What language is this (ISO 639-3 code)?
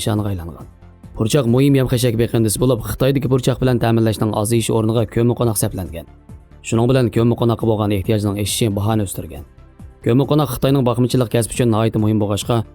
uig